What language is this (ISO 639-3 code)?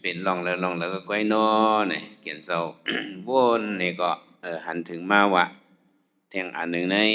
shn